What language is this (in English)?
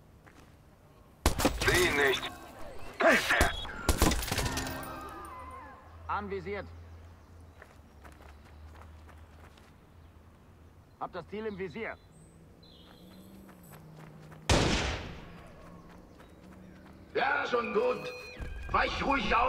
German